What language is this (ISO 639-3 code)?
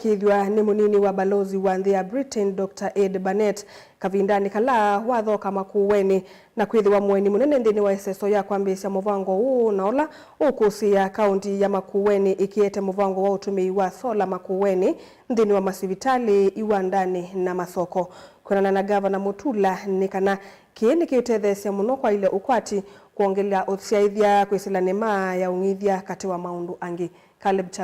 kam